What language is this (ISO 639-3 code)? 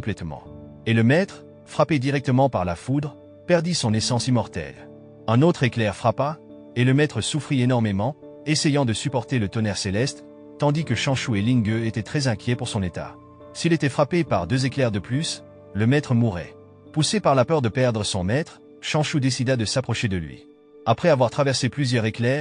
fra